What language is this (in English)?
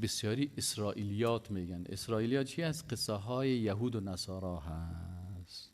Persian